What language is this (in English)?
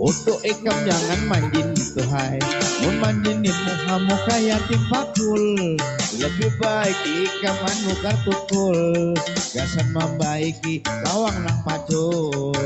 Banjar